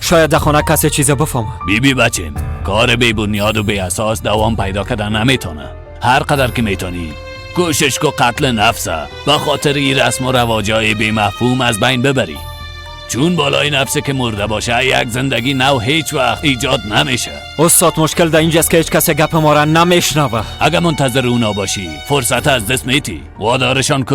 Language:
Persian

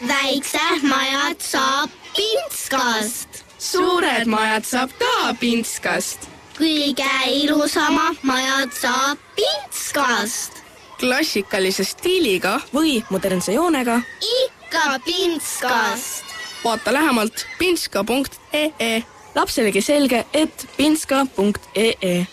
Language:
Estonian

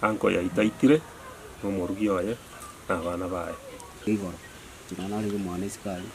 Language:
Gusii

